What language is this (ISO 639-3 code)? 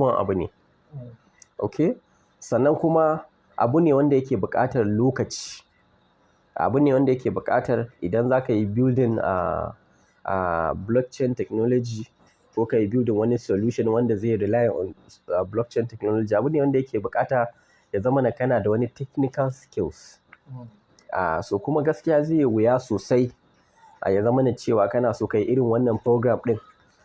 hau